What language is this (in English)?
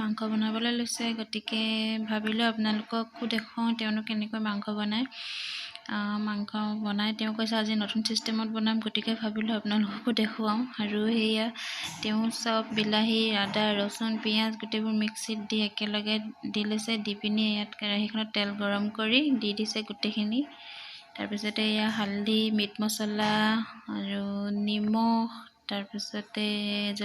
Assamese